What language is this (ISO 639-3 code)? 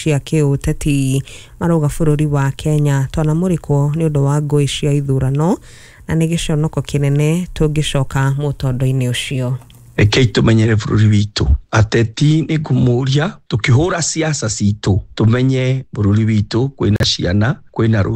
kik